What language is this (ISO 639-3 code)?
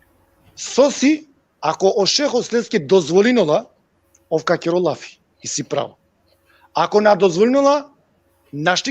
rmn